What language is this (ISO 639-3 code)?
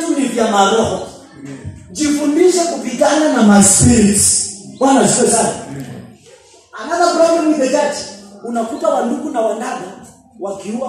swa